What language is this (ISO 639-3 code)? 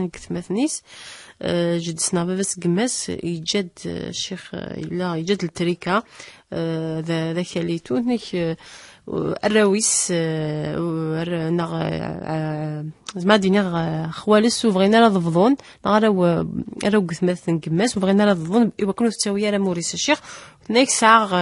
kab